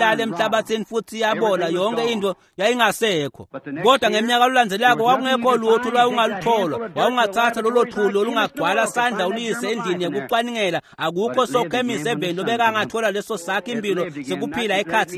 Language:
Swati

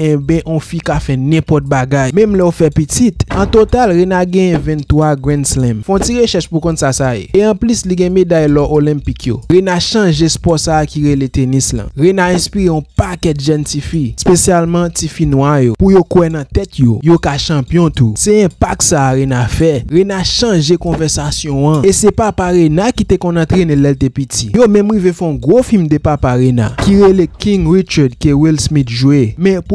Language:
Haitian Creole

